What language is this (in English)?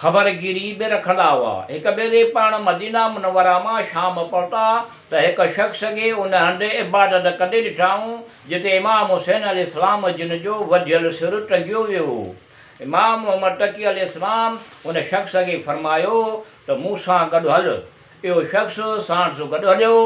Sindhi